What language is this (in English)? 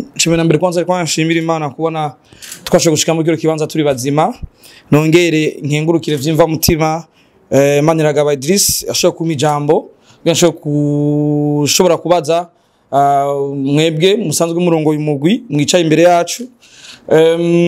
Rundi